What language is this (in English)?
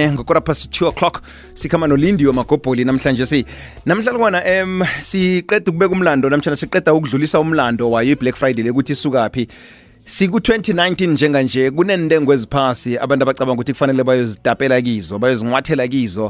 South Ndebele